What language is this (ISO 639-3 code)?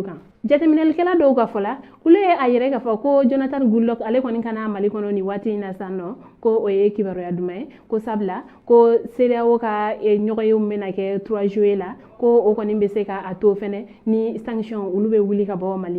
bam